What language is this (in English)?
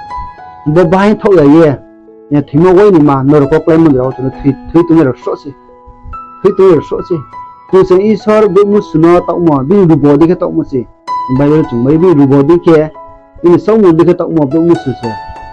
Riang (India)